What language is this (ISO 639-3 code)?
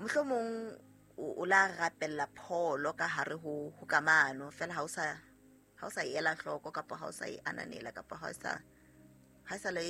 sot